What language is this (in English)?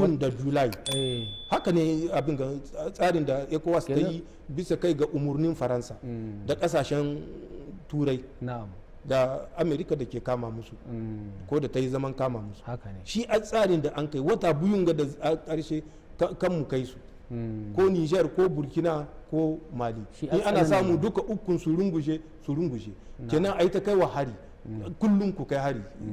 Hausa